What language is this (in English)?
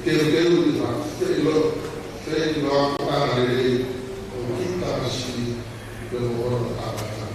Tongan